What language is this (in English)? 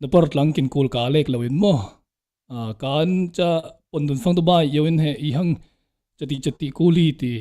Falam Chin